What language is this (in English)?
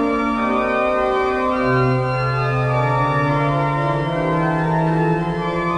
Estonian